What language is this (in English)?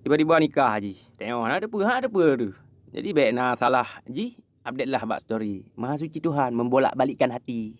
Achinese